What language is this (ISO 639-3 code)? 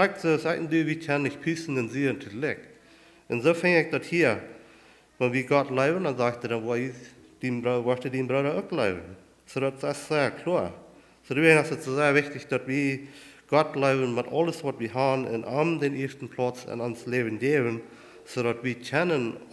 pdt